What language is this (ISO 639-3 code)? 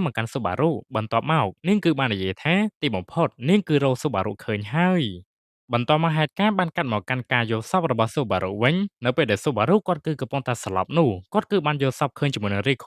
khm